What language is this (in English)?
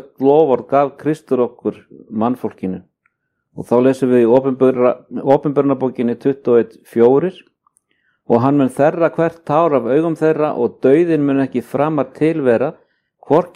Icelandic